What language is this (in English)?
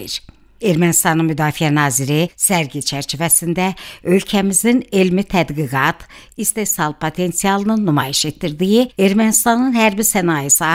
Azerbaijani